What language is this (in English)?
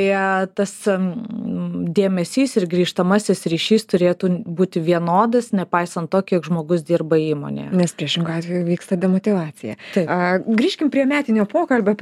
Lithuanian